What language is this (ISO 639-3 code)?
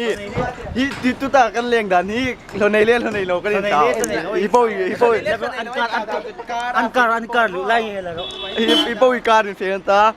hmr